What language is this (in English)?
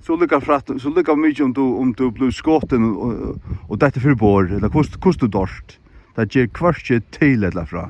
Faroese